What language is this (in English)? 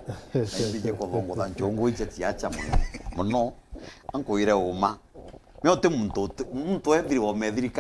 Meru